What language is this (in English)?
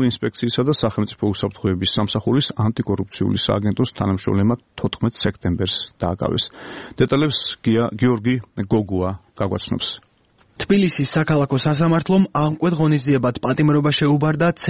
Georgian